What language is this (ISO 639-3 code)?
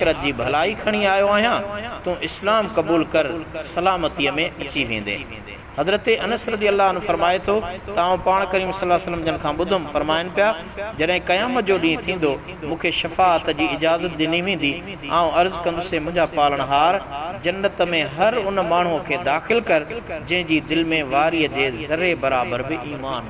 snd